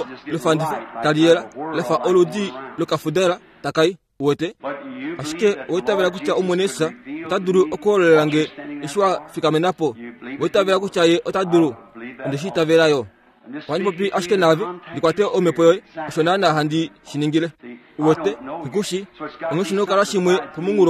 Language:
Kuanyama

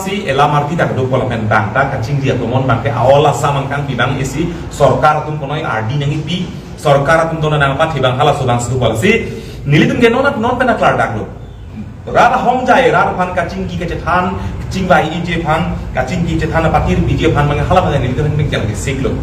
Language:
Karbi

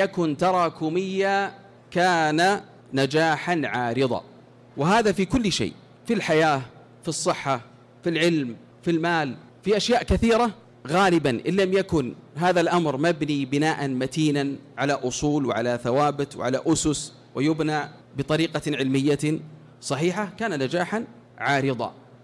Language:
Arabic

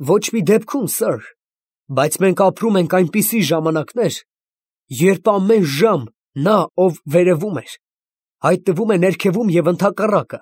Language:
Armenian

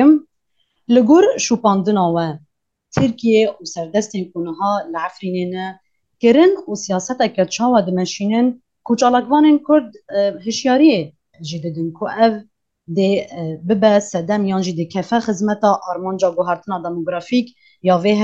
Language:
Kurdish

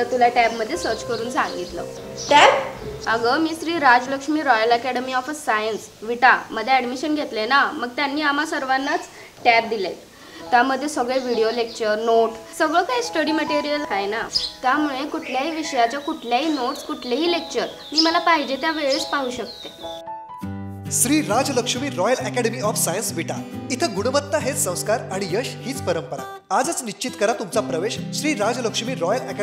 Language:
Marathi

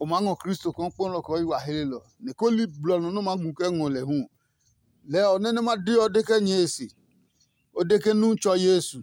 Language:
Adangme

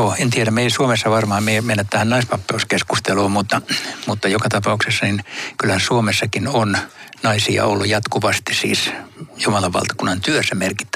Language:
Finnish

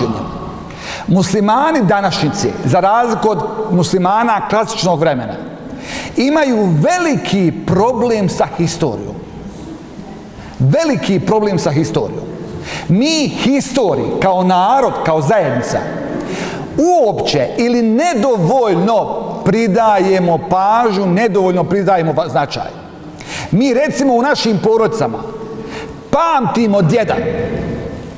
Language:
Bosnian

